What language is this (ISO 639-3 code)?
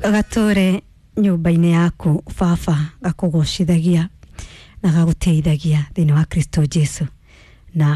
kik